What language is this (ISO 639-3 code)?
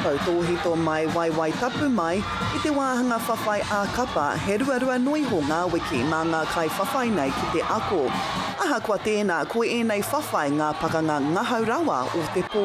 mri